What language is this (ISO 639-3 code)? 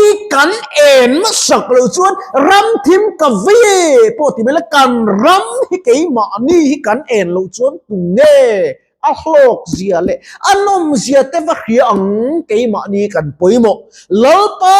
lus